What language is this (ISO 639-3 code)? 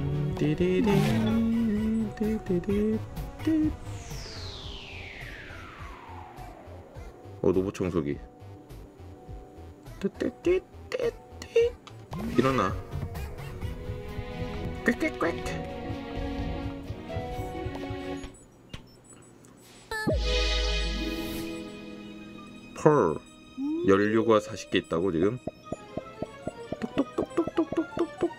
kor